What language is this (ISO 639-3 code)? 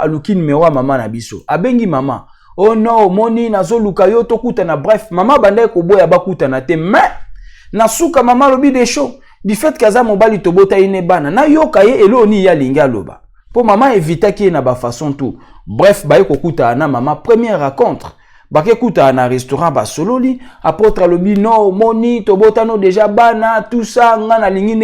lin